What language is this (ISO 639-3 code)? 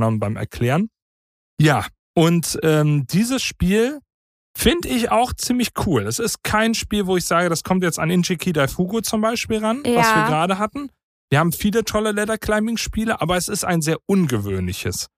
deu